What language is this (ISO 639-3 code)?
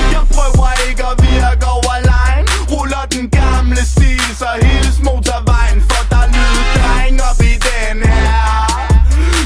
dan